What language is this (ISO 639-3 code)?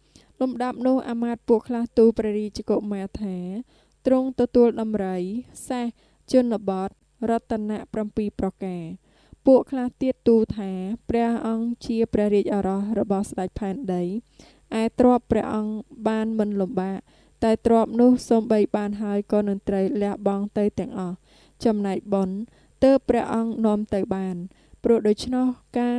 khm